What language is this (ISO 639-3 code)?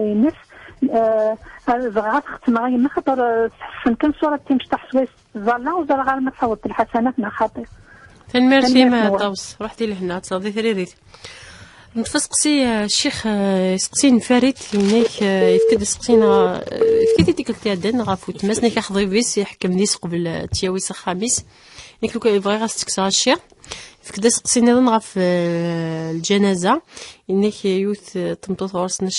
kab